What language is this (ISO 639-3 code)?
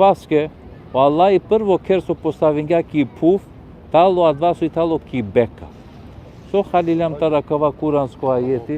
rmn